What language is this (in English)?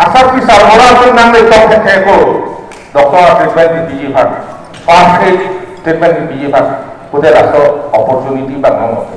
Karbi